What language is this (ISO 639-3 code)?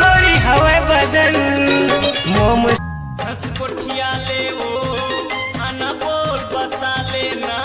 hne